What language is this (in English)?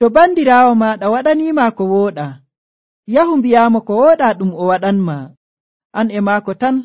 Nigerian Fulfulde